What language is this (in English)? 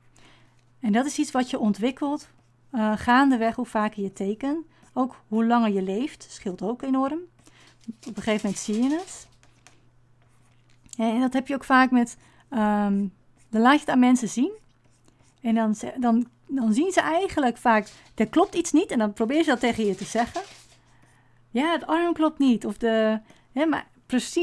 Dutch